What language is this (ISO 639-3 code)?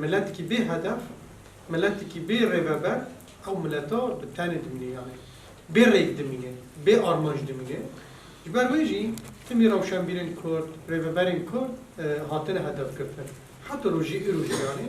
kur